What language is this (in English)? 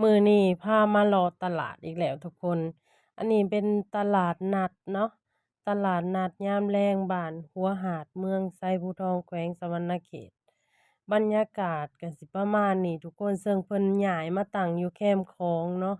Lao